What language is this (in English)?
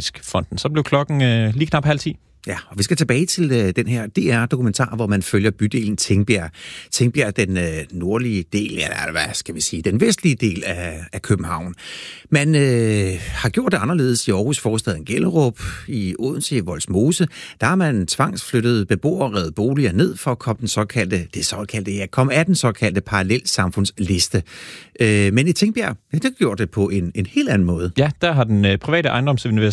Danish